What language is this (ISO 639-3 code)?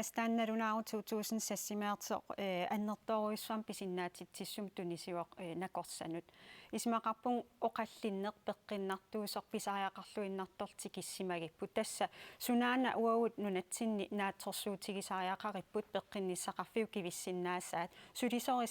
kal